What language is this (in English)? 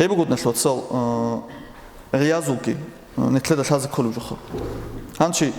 Avaric